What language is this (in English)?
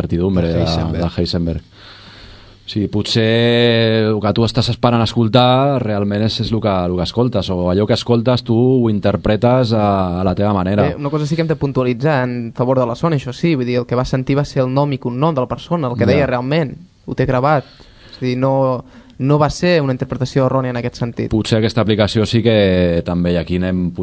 Catalan